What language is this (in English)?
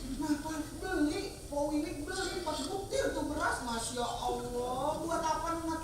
Betawi